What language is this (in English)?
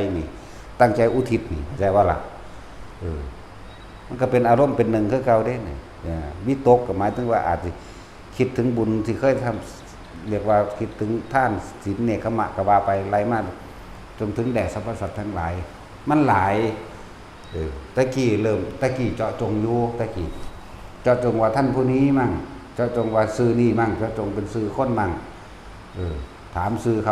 Northeastern Thai